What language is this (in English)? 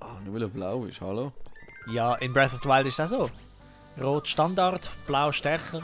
Swiss German